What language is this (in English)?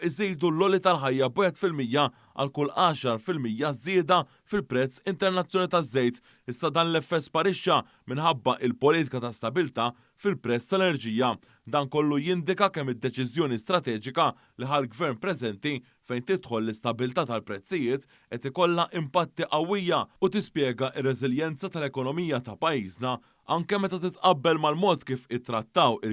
Maltese